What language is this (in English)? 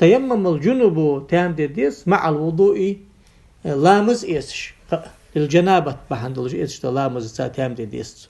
Ingush